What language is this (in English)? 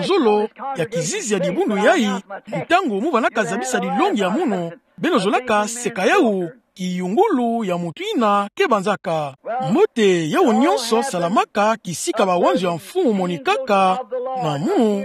Kituba (Democratic Republic of Congo)